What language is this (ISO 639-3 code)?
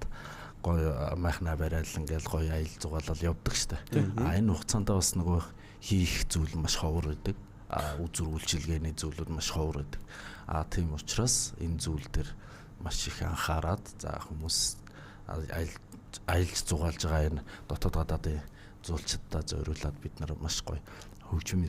mon